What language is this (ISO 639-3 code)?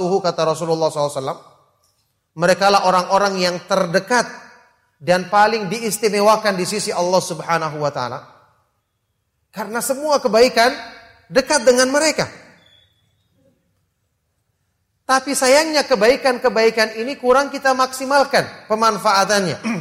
ind